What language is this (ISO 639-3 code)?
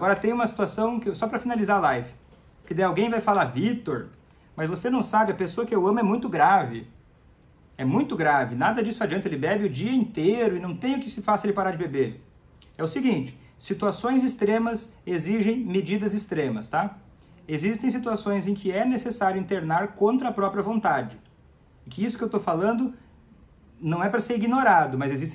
por